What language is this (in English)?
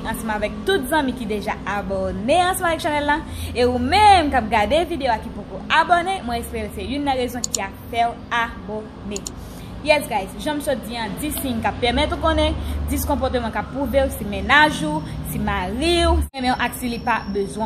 Haitian Creole